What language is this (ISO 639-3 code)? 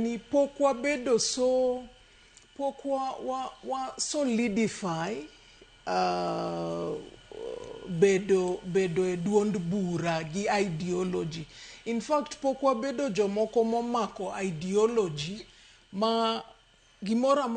luo